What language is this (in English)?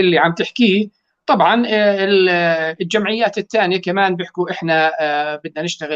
North Levantine Arabic